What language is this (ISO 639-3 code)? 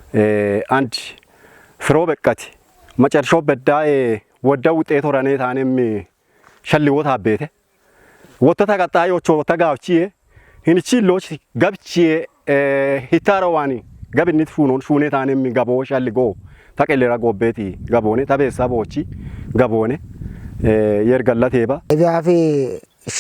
kbr